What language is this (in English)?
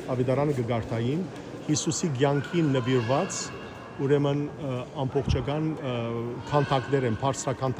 Western Armenian